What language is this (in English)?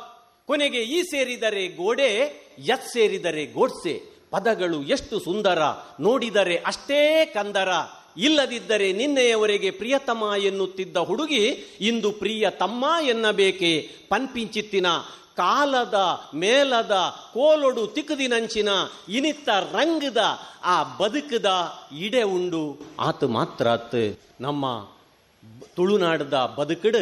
Kannada